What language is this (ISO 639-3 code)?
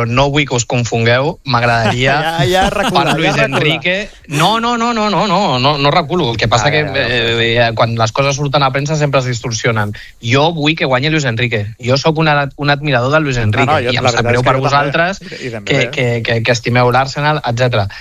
cat